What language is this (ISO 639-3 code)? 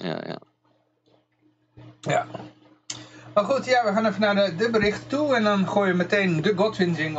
nld